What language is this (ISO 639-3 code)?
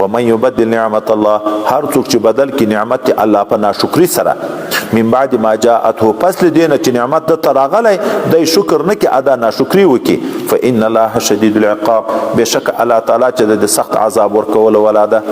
pus